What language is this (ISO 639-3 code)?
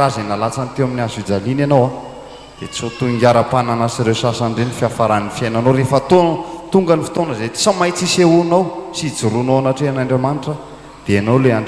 mlg